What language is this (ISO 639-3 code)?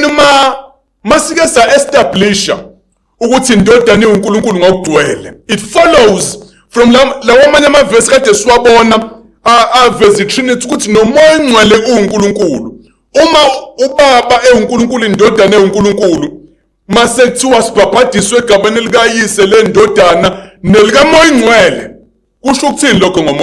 zul